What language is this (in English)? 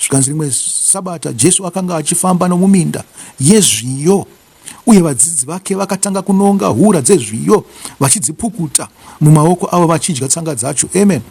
Shona